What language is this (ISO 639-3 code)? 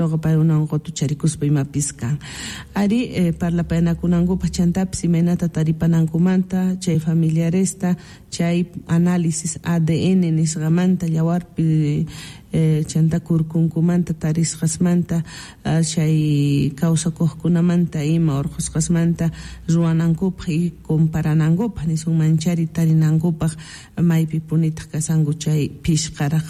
quh